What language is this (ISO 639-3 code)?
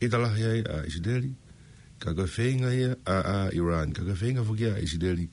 ton